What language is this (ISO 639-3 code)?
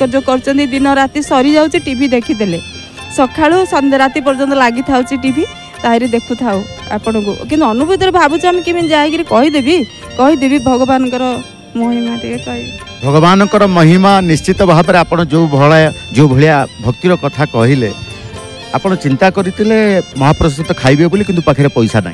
ori